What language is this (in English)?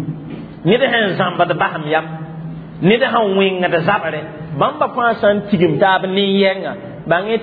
Mossi